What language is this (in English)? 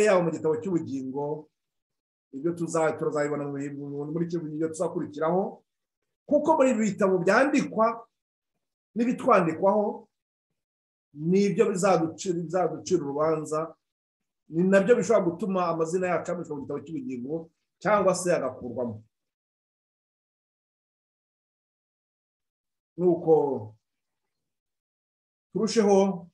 Kinyarwanda